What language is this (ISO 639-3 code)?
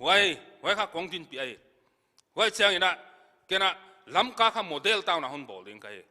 pck